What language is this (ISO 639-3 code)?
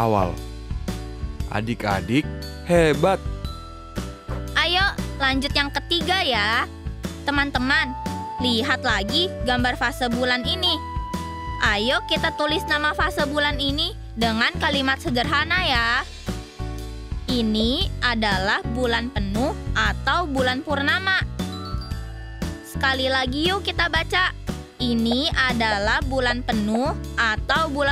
ind